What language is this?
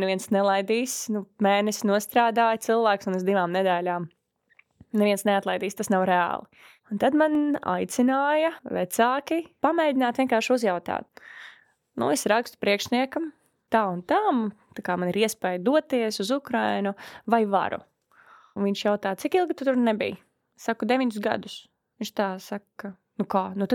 Latvian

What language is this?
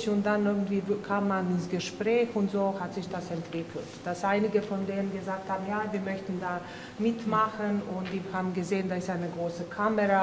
German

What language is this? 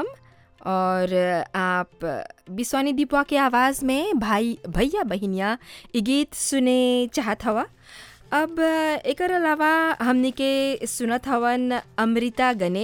Bhojpuri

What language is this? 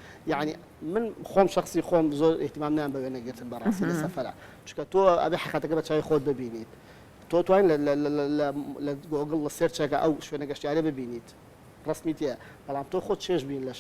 Central Kurdish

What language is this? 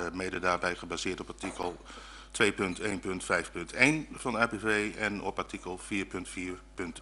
Dutch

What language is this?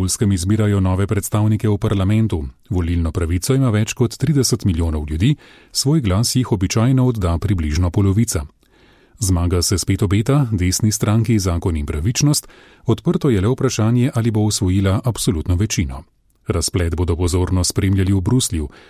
Slovenian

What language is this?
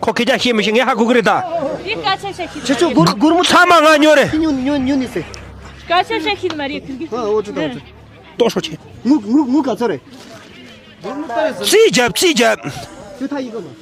Tibetan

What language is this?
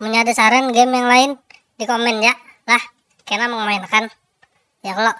Banjar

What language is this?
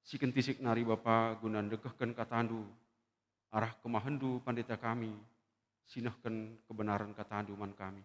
Batak Karo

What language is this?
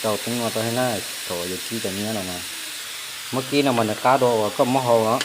Hmong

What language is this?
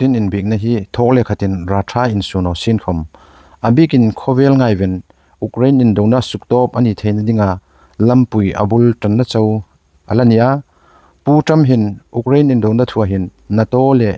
Hmar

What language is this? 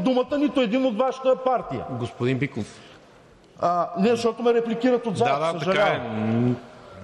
Bulgarian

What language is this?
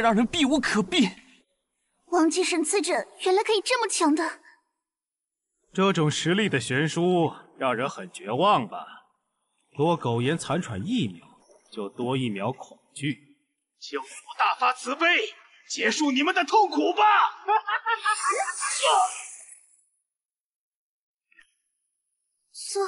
Chinese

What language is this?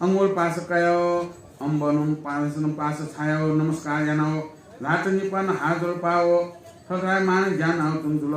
Newari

